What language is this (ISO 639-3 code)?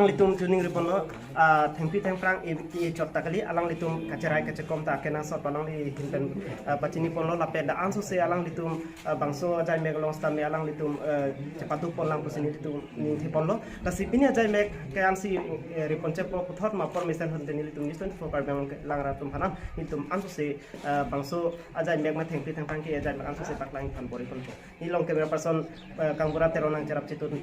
mjw